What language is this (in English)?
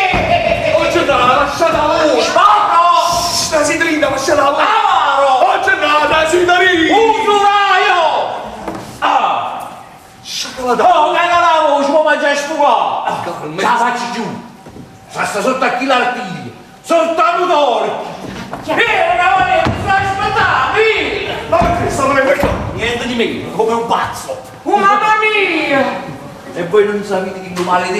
Neapolitan